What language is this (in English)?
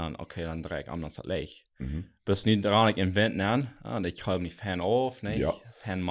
Plautdietsch